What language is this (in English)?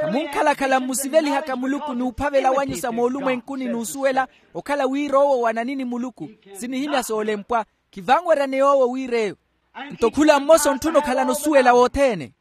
Makhuwa